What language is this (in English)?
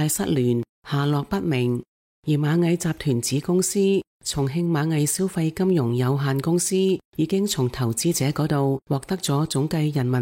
Cantonese